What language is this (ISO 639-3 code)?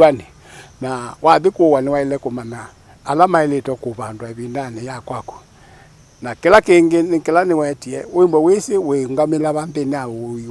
kam